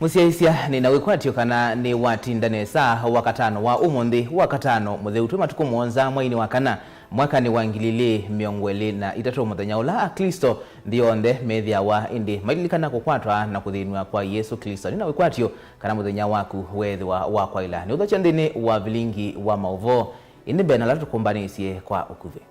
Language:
Kamba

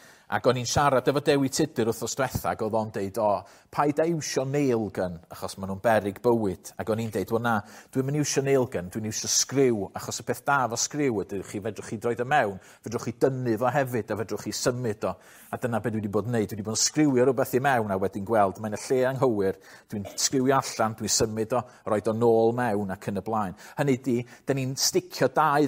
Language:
Welsh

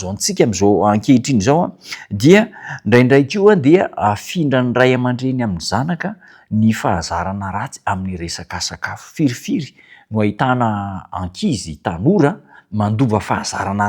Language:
Malagasy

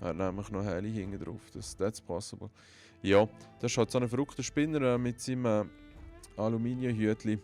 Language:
Swiss German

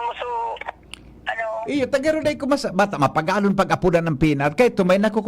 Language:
Bikol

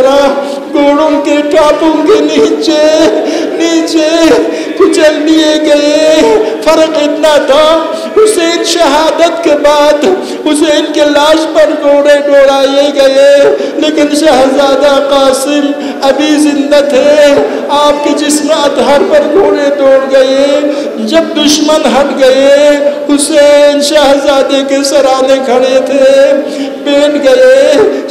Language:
Urdu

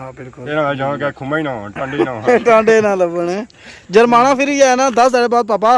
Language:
Pahari-Potwari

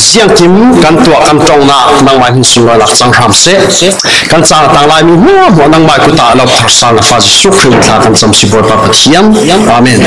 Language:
Falam Chin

